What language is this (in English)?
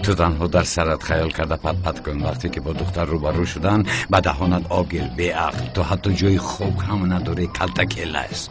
Tajik